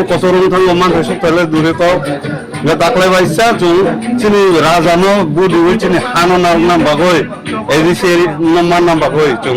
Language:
Riang (India)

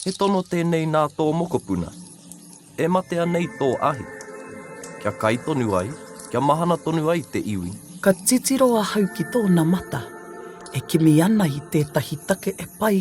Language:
Māori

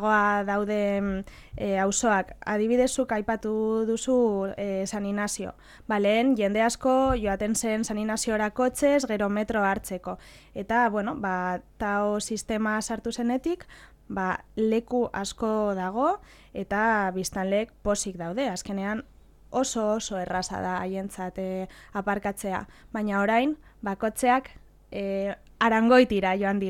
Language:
Basque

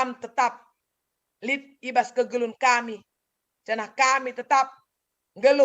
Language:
Batak Karo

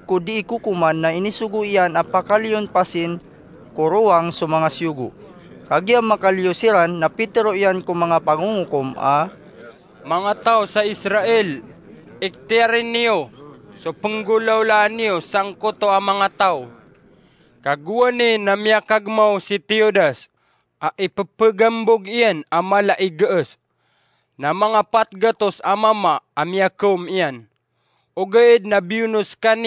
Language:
Maranao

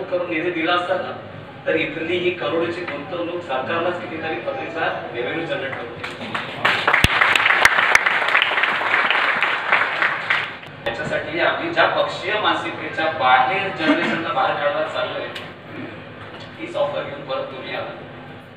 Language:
Marathi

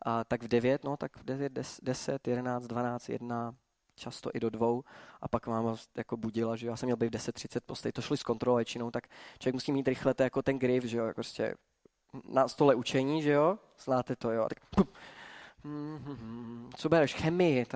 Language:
Czech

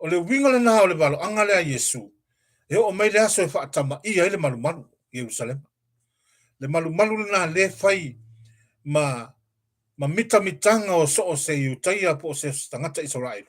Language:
Samoan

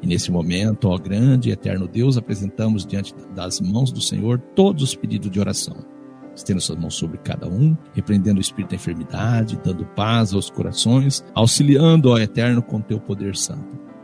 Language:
Portuguese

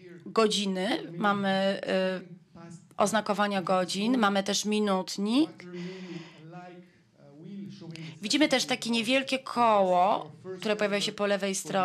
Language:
Polish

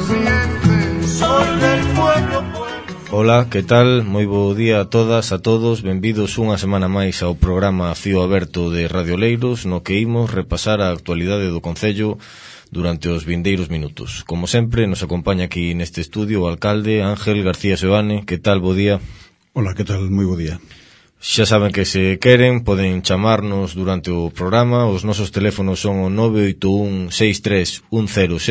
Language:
Galician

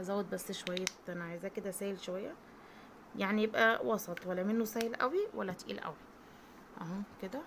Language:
Egyptian Arabic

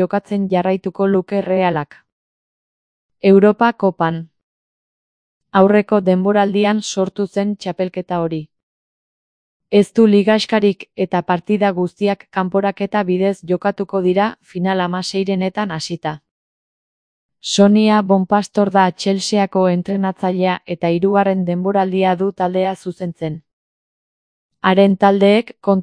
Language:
Basque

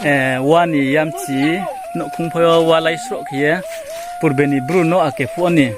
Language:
Riang (India)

